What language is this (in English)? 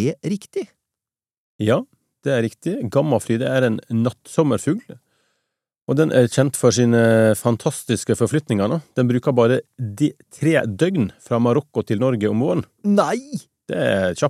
Norwegian